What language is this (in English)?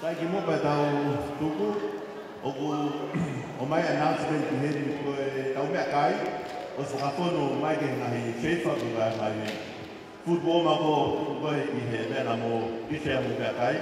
Tongan